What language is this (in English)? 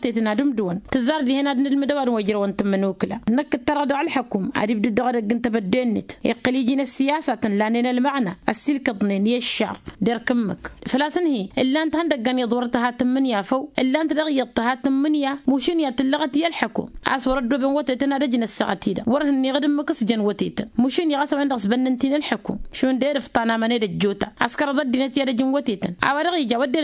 Tamasheq